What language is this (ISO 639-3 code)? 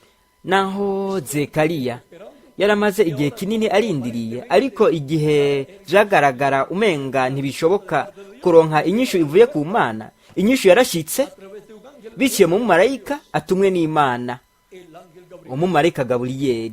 run